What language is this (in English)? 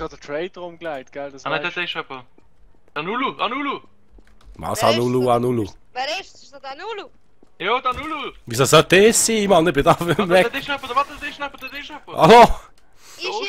Swiss German